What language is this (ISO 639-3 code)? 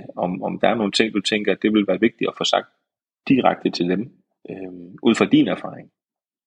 dan